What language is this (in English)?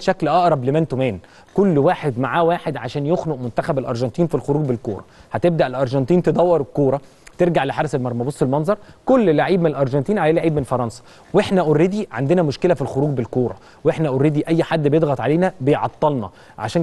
Egyptian Arabic